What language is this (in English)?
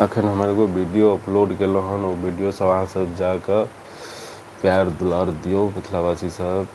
Maithili